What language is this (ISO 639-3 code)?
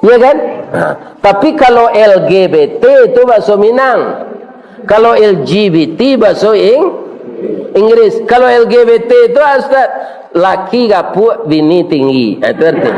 min